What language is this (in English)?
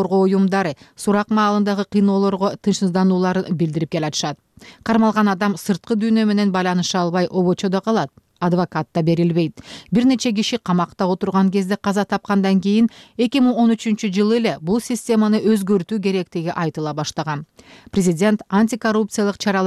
Kyrgyz